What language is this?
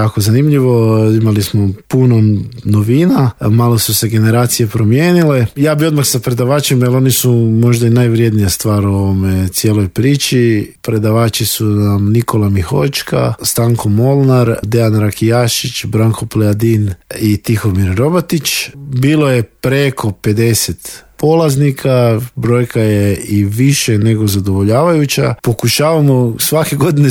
Croatian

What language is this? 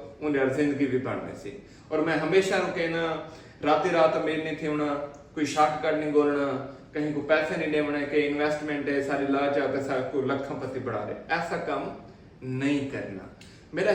Saraiki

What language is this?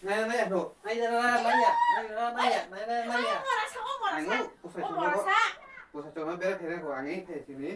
Kok Borok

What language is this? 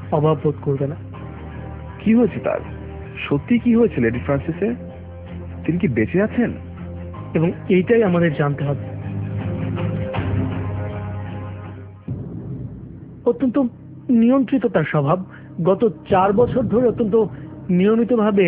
Bangla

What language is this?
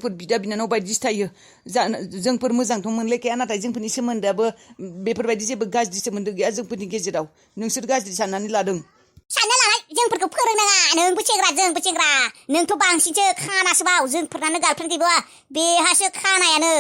Bodo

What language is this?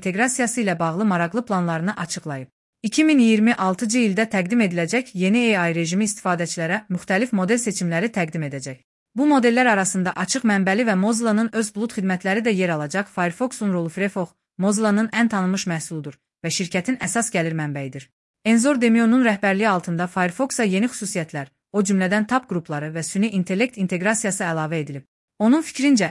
Azerbaijani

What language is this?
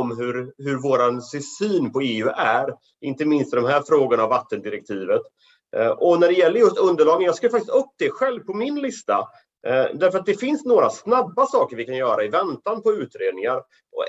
Swedish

